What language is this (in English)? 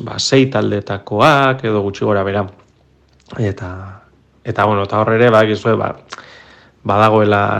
Basque